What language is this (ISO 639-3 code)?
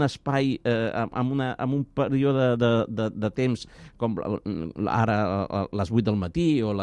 cat